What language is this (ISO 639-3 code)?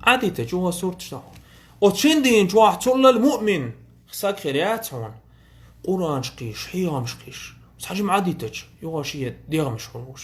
che